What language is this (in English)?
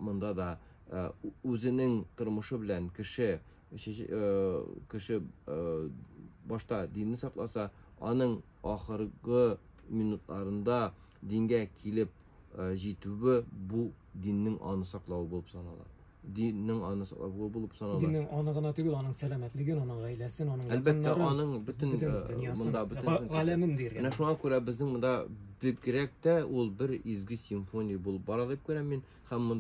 Tatar